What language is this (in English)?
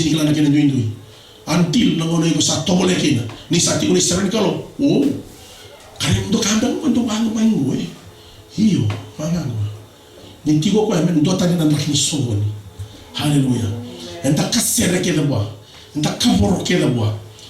Fijian